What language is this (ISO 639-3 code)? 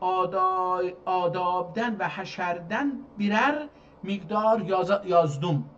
azb